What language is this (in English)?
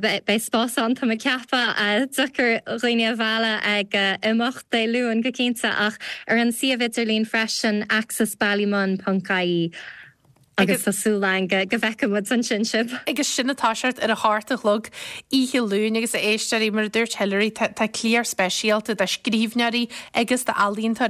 Irish